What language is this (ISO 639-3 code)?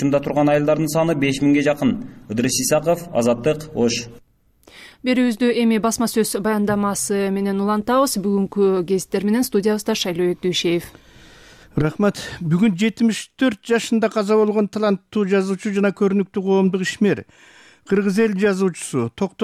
kir